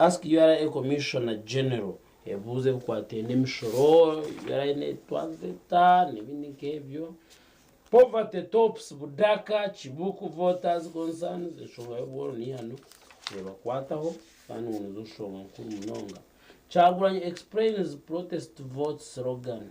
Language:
Nyankole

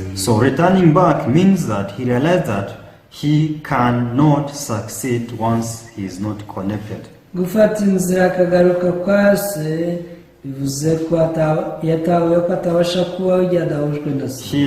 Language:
Kinyarwanda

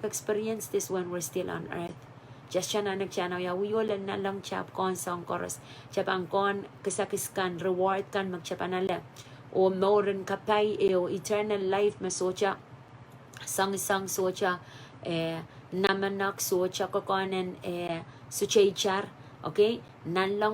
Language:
Pohnpeian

